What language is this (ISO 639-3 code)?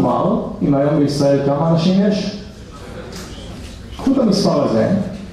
heb